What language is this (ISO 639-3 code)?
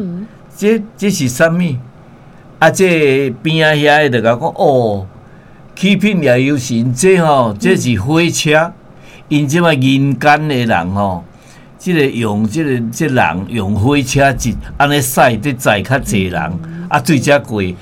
nan